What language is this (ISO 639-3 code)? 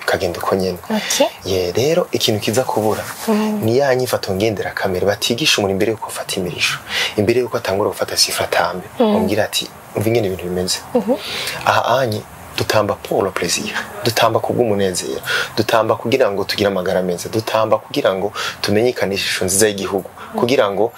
run